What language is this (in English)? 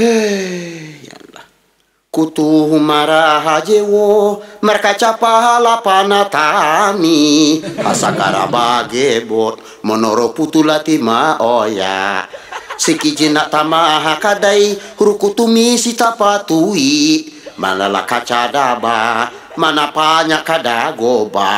Minangkabau